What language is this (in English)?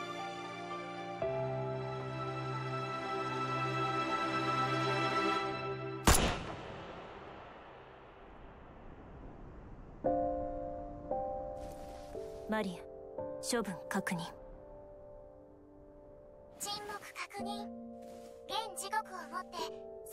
Japanese